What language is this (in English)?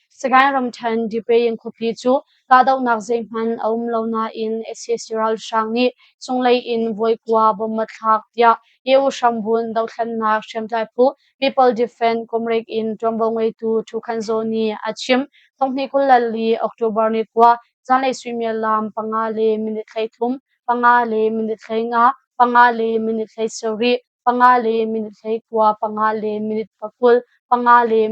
Hakha Chin